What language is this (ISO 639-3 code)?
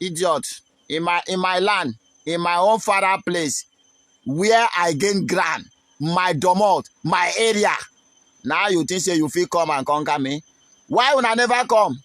pcm